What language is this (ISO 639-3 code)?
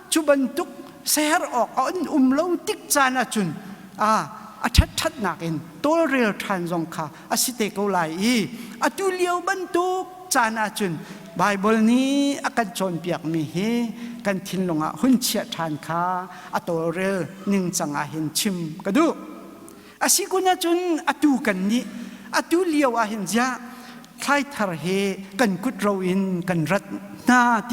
cnh